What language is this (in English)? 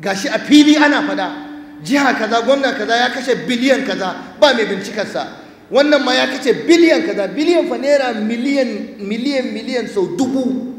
Hausa